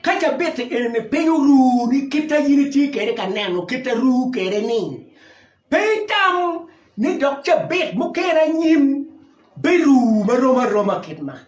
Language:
Acoli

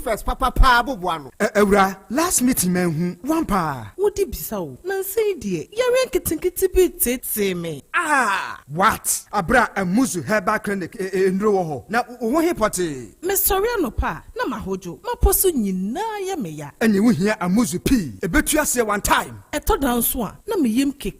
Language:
Akan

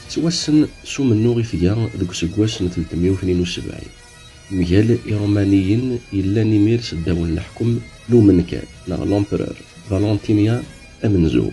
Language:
Kabyle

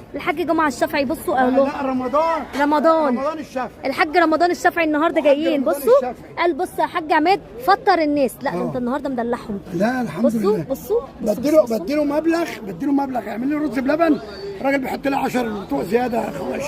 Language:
Egyptian Arabic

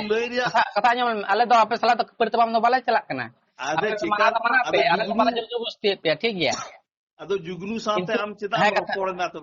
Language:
Santali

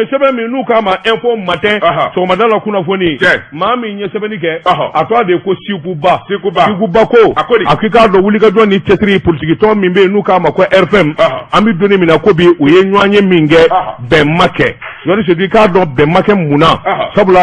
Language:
Bambara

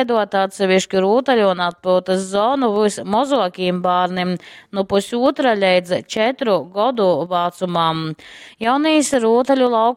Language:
Latgalian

